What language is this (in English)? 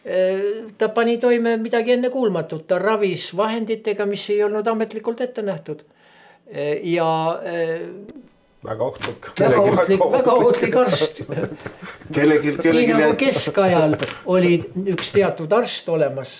Estonian